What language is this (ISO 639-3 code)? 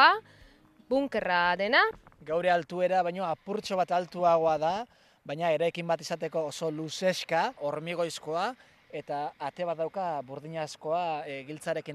eus